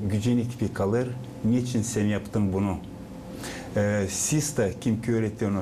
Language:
Gagauz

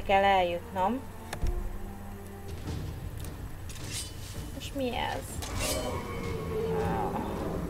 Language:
Hungarian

